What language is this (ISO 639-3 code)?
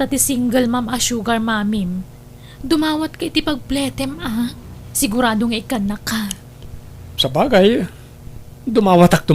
ilo